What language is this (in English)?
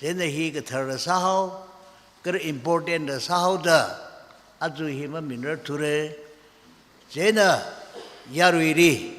Tangkhul Naga (India)